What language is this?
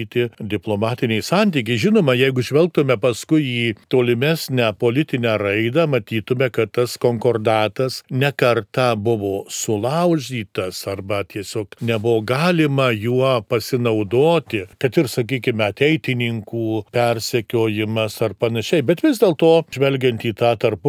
Lithuanian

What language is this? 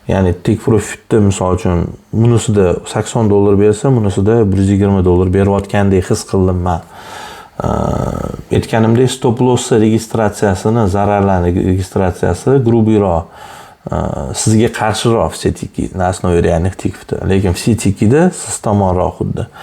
Uzbek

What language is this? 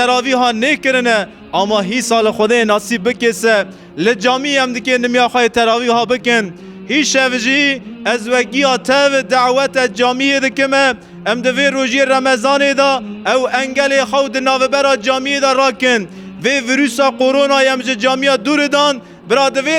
Kurdish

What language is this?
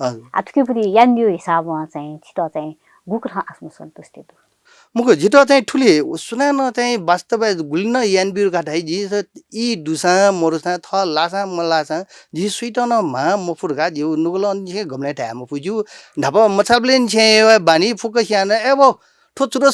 Newari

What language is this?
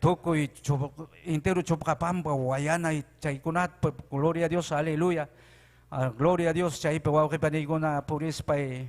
Ayacucho Quechua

